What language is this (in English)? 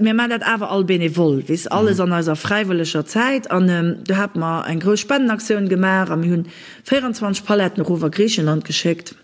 Luxembourgish